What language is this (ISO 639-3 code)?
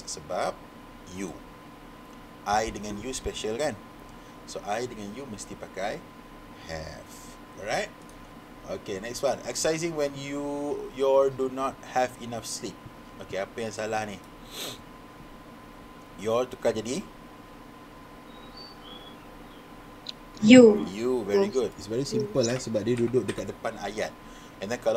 msa